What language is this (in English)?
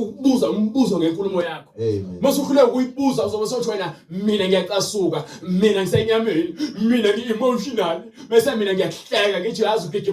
Zulu